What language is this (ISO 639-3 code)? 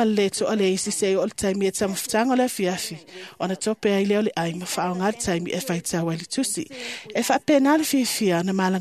smo